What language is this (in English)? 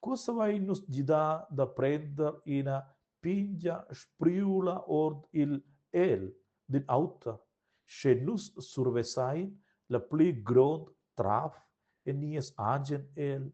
Romansh